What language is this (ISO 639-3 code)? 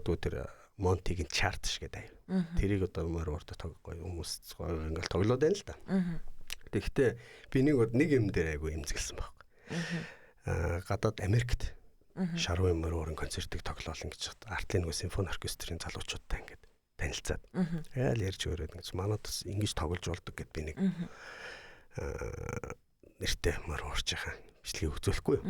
mon